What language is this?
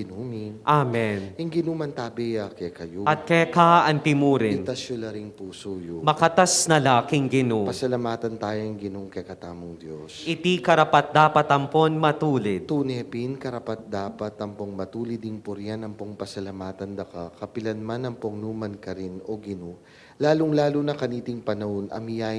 Pampanga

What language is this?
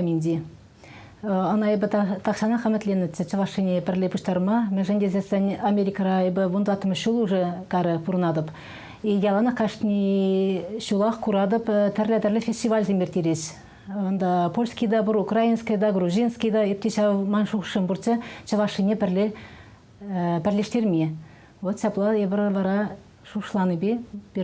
Chuvash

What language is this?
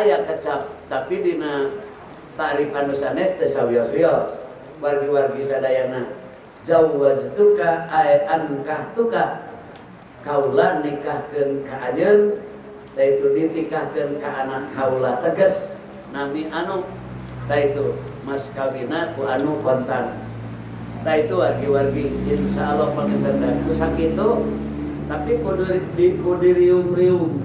Sundanese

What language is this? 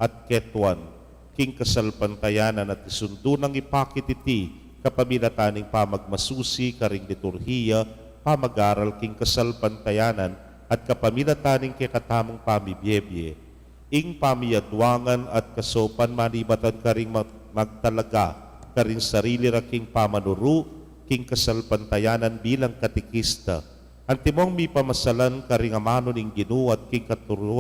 Pampanga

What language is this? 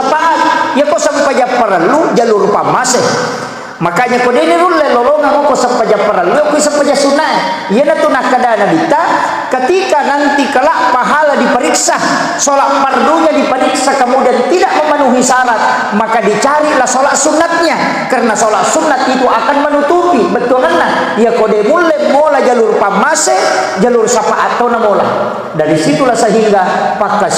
Buginese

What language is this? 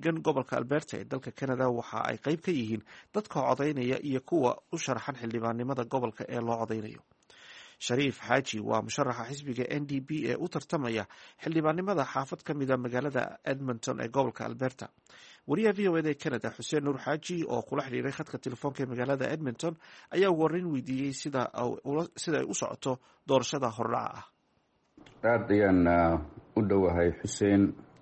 Somali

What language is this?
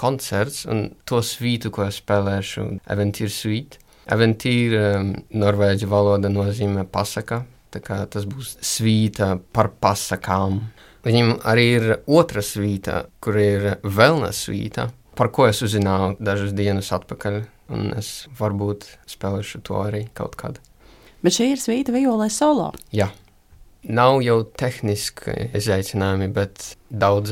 Latvian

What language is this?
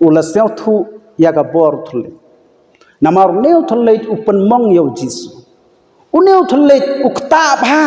Khasi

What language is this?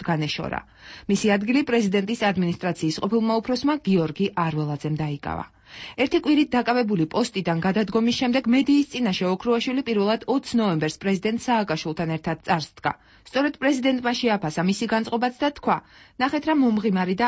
Georgian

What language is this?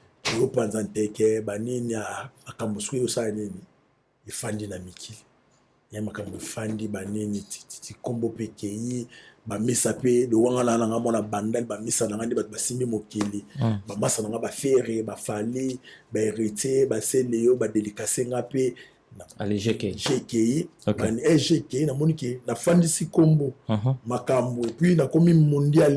Lingala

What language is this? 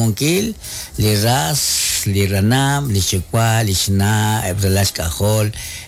Kekchí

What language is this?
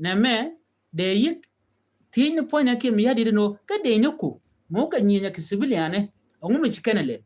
Nuer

